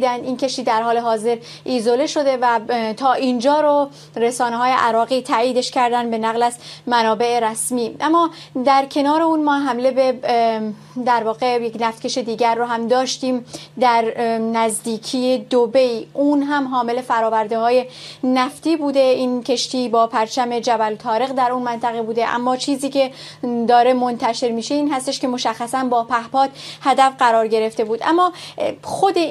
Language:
Persian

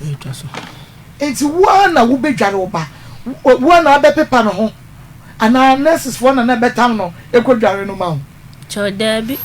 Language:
Akan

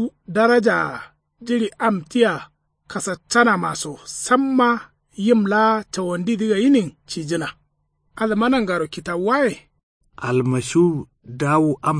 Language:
Kanuri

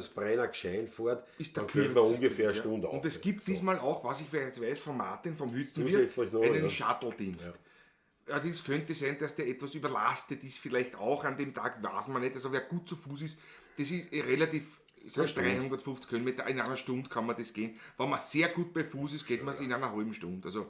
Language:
Bavarian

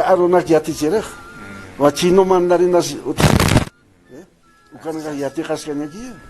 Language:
Aymara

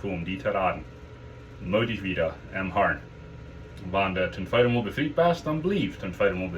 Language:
Plautdietsch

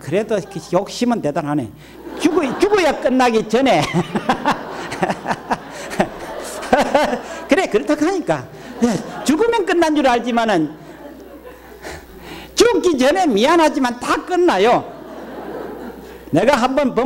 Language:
Korean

